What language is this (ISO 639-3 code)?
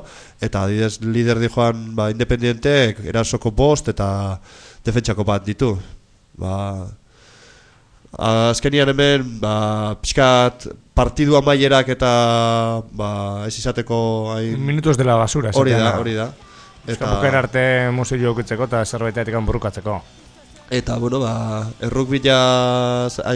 eus